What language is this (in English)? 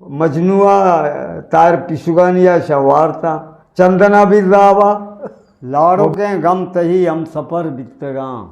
Eastern Balochi